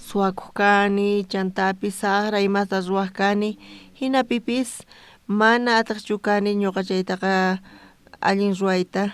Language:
South Bolivian Quechua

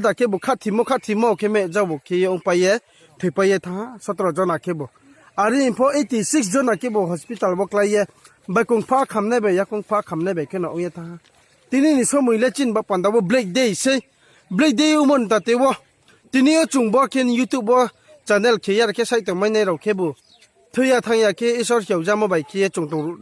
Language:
Riang (India)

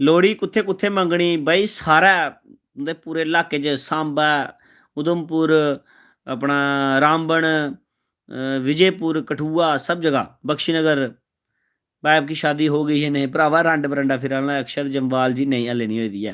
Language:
Dogri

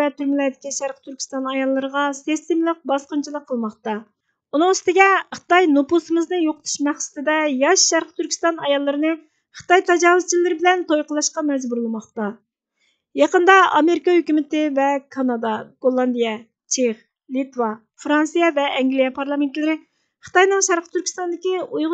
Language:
Uyghur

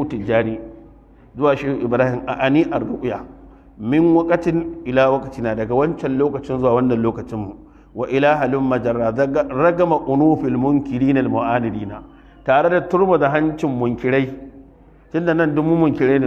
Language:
Hausa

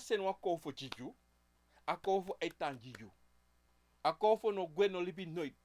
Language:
Sranan Tongo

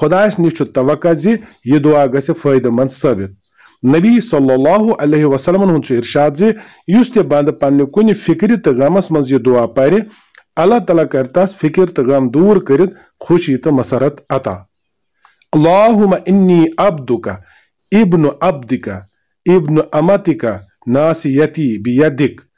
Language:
Kashmiri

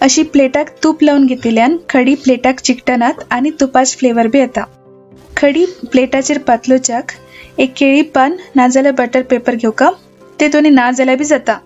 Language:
Konkani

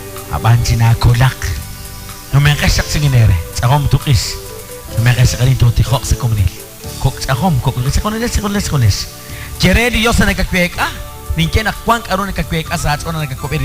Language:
Kekchí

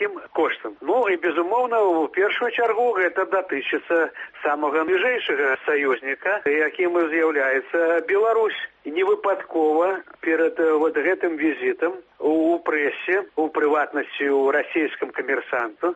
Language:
Belarusian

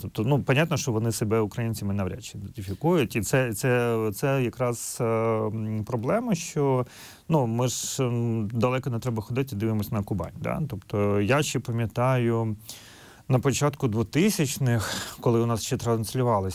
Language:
Ukrainian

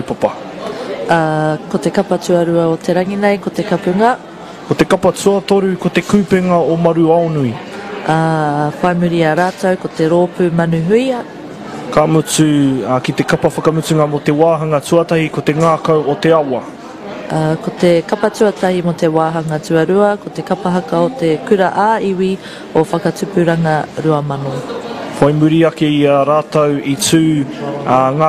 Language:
Māori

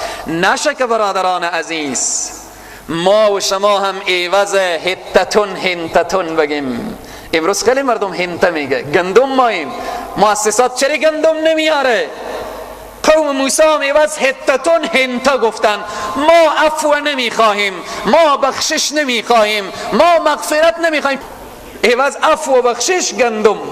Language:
Persian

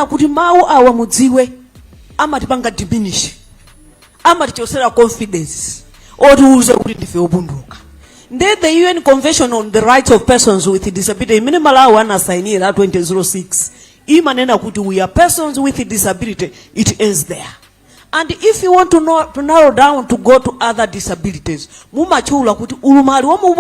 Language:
Nyanja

